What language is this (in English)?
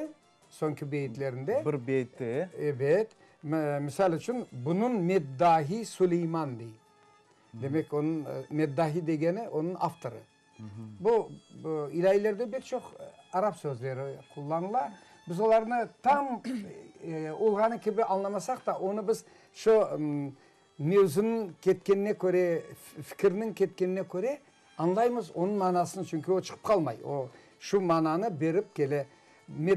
Crimean Tatar